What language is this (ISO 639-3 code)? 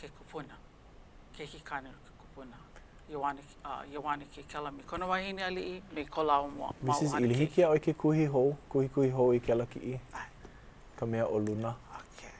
haw